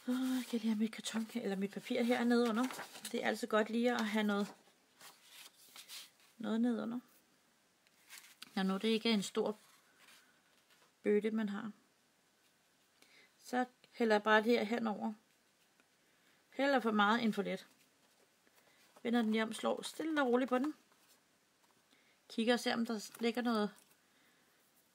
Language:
Danish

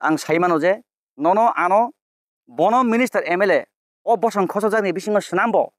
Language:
Kok Borok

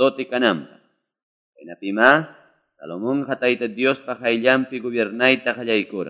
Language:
Quechua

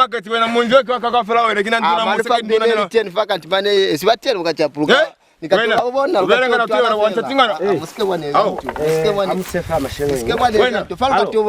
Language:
Lozi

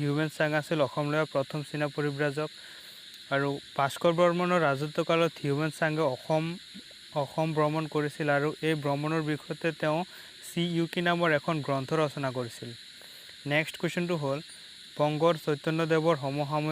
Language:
Assamese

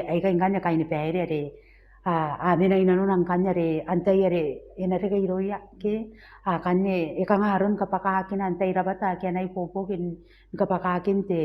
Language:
Gilbertese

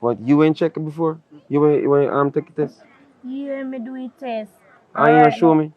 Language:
Jamaican Creole English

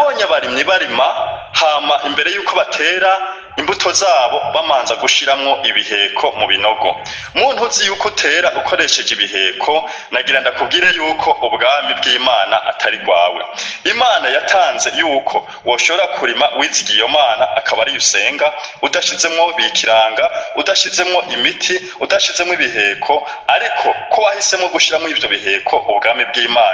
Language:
Rundi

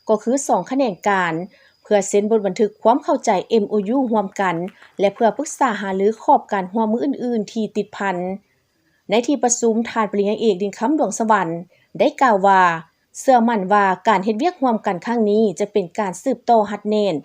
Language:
Lao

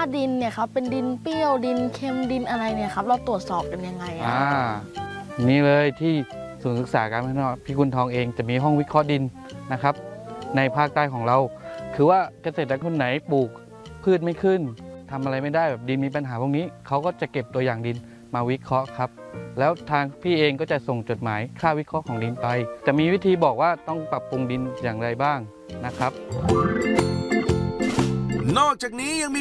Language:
Thai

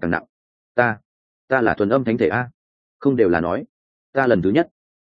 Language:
Vietnamese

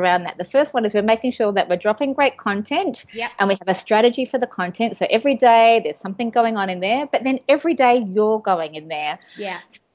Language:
English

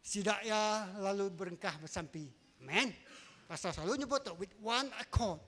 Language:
Iban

